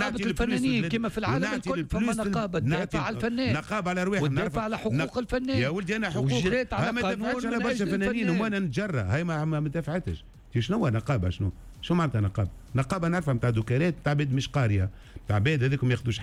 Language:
Tunisian Arabic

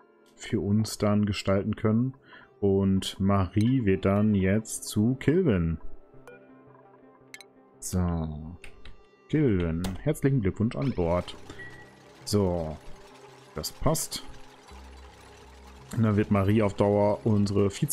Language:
German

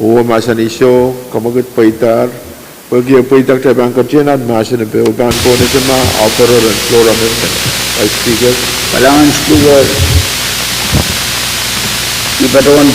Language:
Pohnpeian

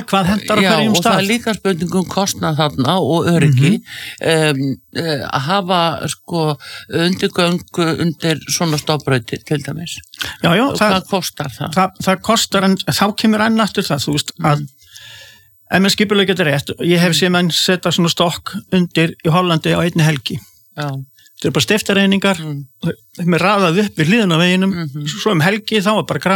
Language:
Icelandic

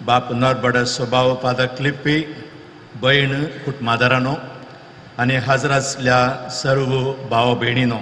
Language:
Konkani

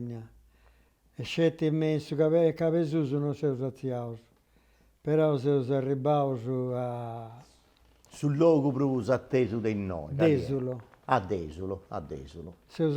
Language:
Sardinian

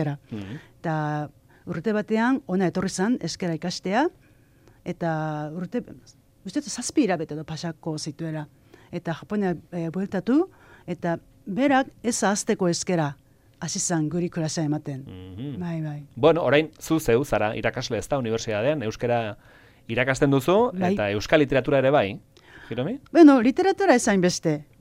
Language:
Basque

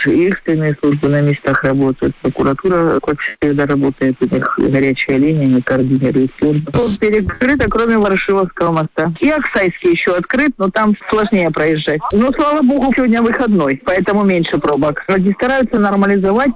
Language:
Russian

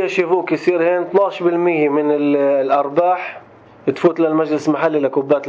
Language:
North Levantine Arabic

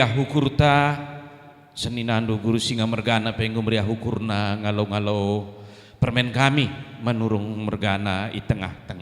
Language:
Batak Karo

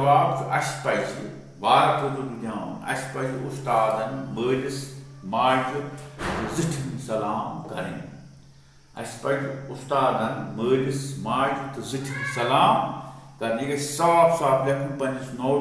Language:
Kashmiri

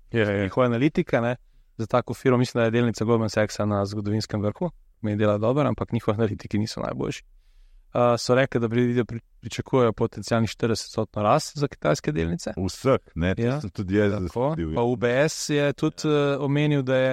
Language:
Slovenian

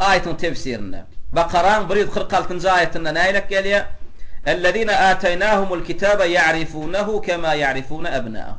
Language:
Turkmen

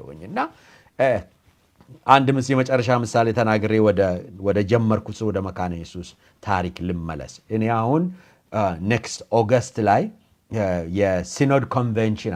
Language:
Amharic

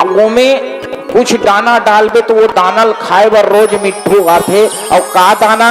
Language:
Chhattisgarhi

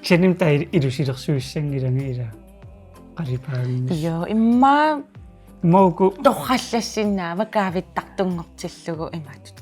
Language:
Kalaallisut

